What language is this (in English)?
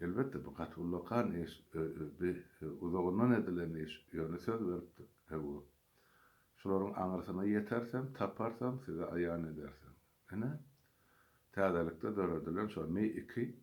Turkmen